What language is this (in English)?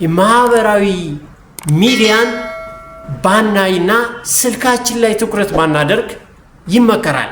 Amharic